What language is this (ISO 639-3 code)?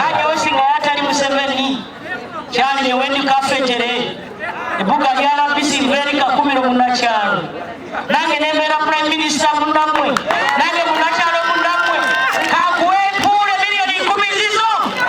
nyn